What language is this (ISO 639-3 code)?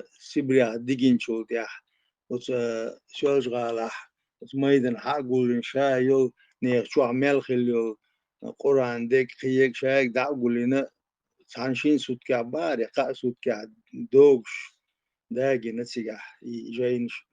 che